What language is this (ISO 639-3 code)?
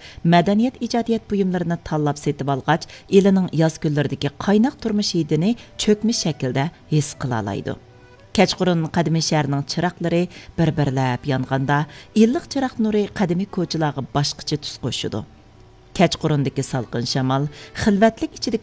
uig